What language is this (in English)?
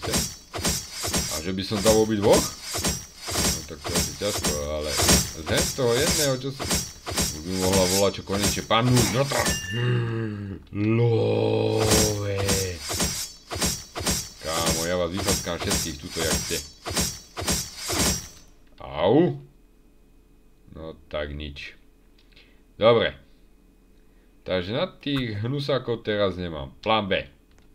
Slovak